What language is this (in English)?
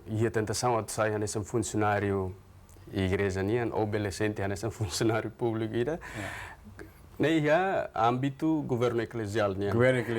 Tetum